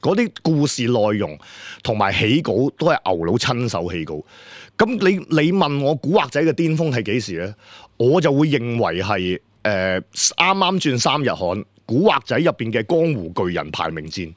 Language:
Cantonese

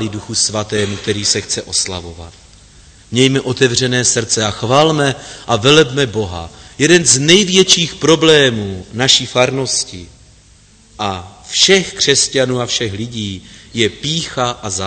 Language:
Czech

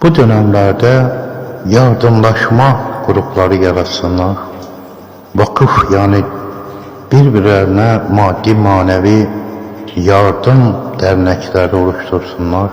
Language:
Azerbaijani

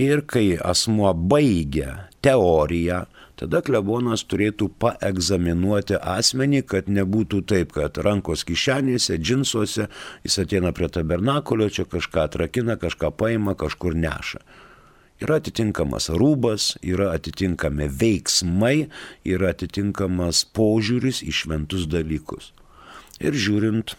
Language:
Lithuanian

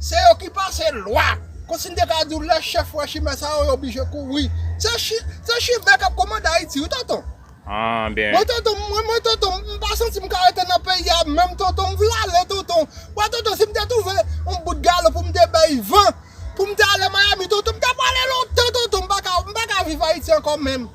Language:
Haitian Creole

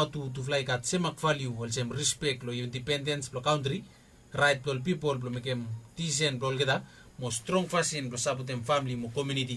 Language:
Bislama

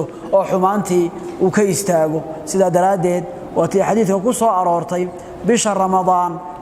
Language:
Somali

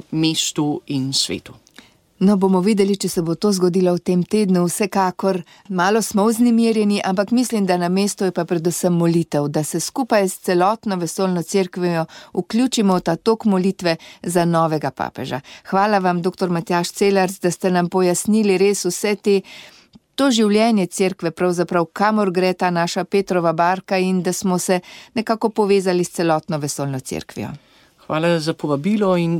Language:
Slovenian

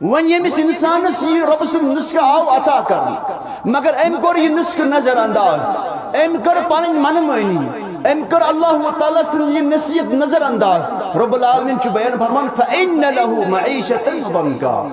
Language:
Kashmiri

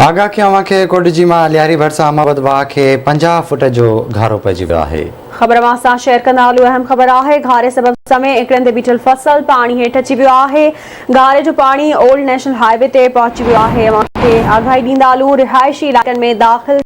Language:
Sindhi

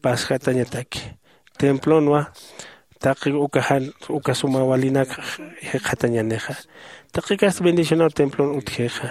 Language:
Aymara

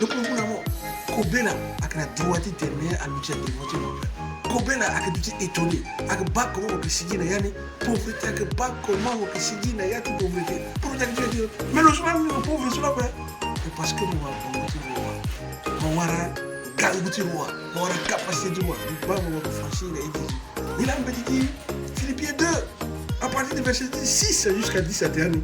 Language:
Sango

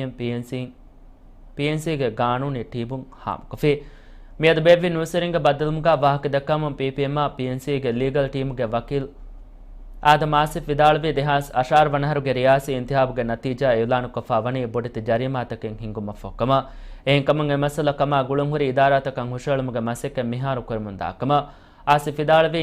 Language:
Divehi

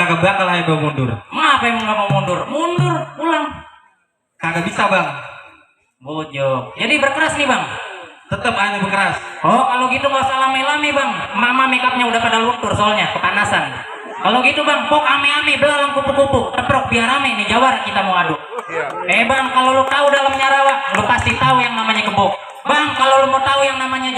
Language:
Betawi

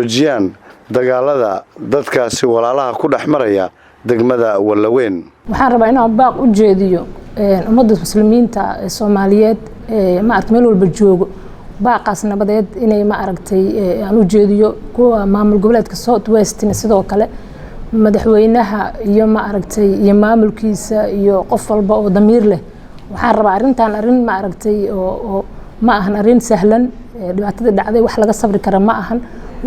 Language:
Somali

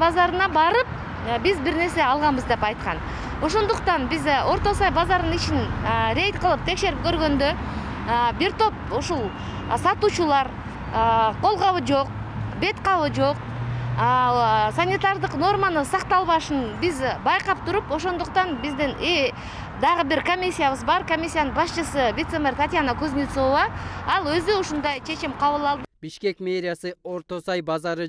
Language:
Kyrgyz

